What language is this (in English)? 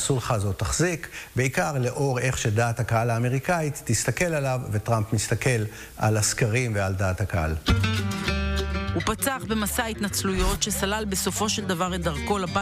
Hebrew